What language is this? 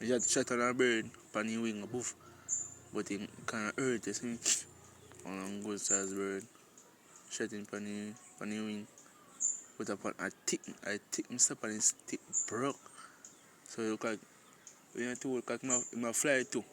Jamaican Creole English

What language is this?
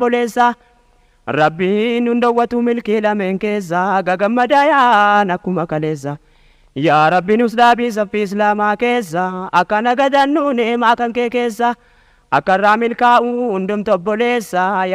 Oromo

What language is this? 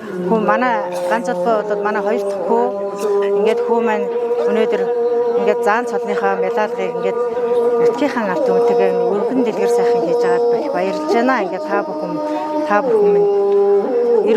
Mongolian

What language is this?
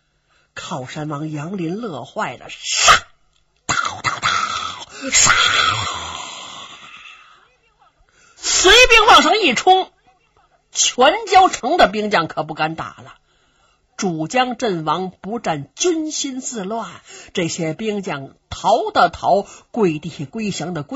Chinese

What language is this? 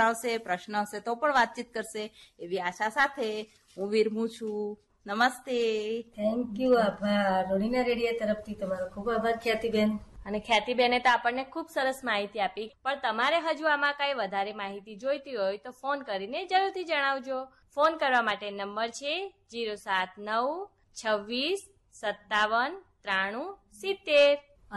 Gujarati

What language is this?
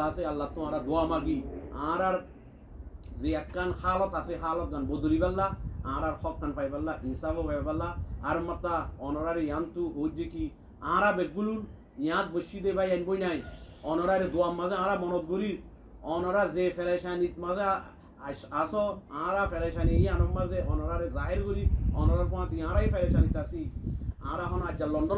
Rohingya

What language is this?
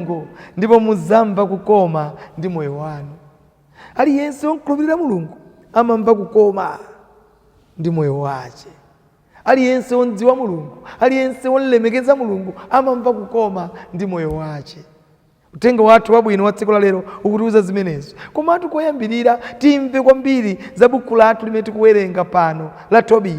Nyanja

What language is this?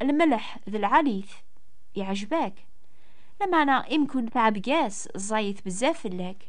Kabyle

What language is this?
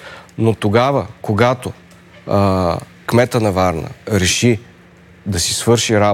Bulgarian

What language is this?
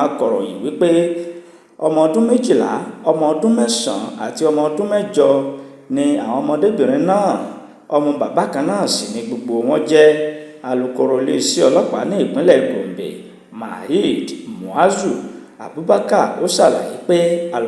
Yoruba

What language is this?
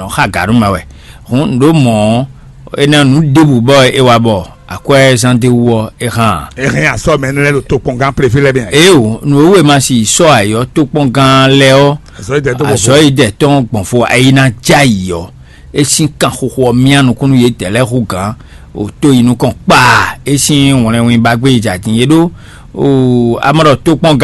Fon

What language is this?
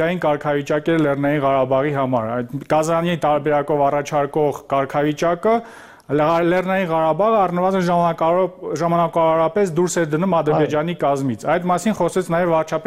Armenian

